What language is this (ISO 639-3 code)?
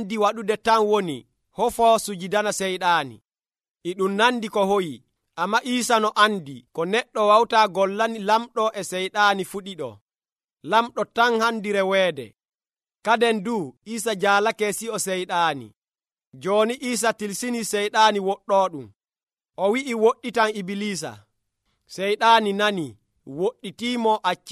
fuv